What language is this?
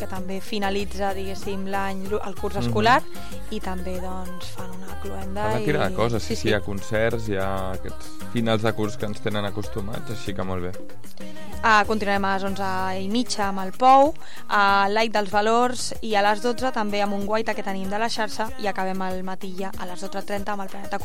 Catalan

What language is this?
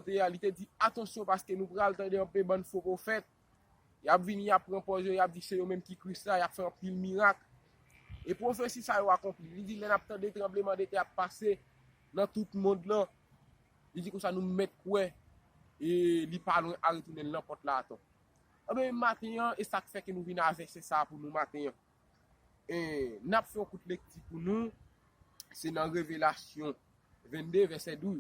Haitian Creole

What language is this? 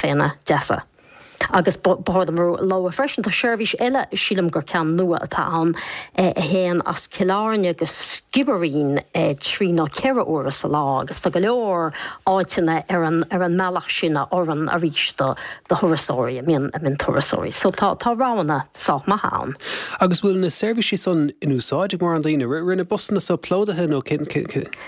Irish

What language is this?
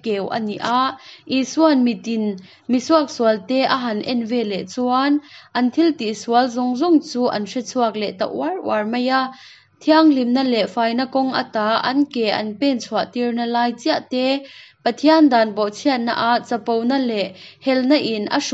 Hakha Chin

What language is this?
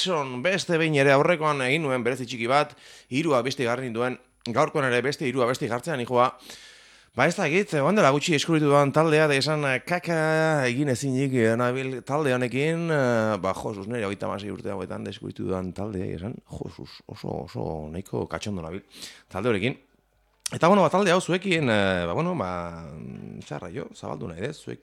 Basque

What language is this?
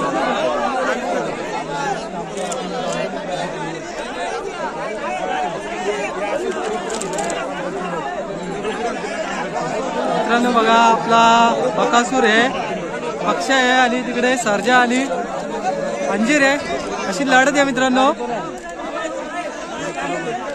Marathi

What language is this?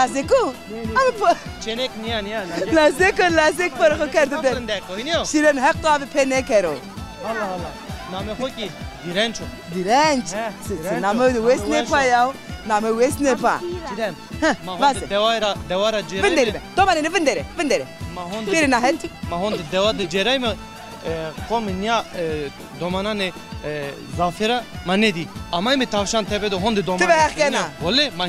Zaza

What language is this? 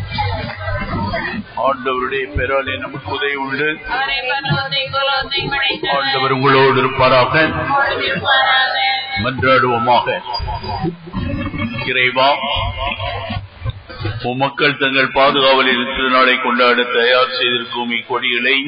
Tamil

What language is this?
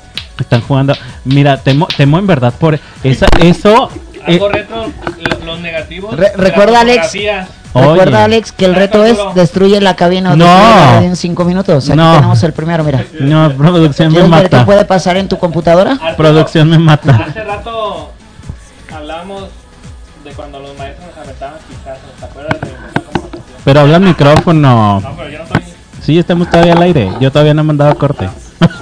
Spanish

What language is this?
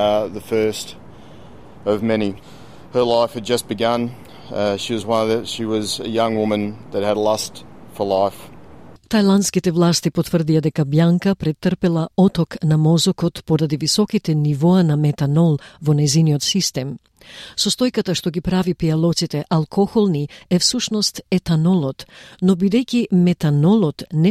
Macedonian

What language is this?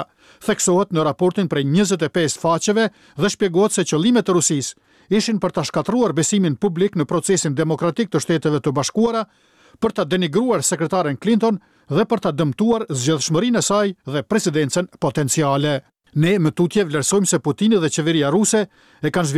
Albanian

